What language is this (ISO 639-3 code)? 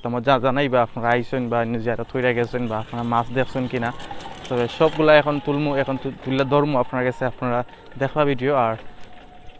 syl